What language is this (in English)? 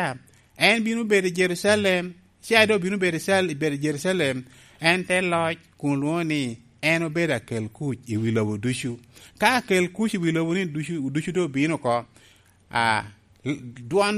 Lango (Uganda)